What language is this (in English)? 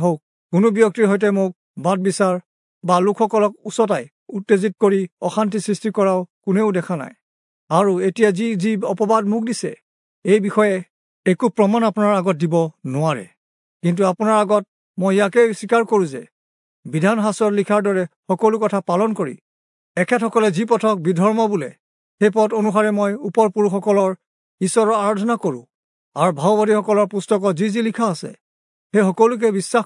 Assamese